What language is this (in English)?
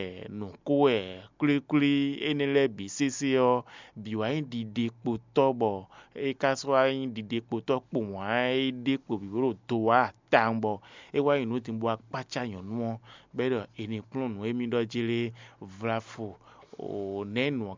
Fon